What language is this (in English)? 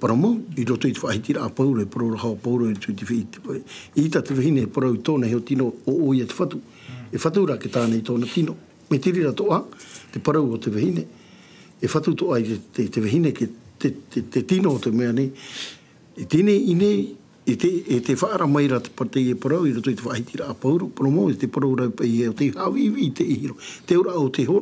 Tahitian